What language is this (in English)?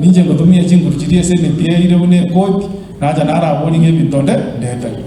Gusii